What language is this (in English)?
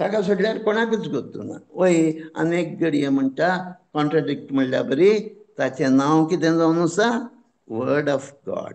Konkani